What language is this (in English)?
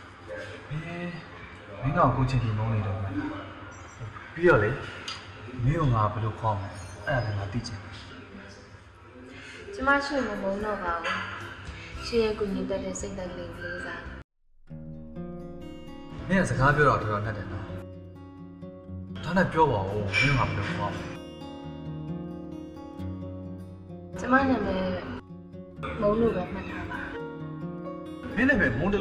Burmese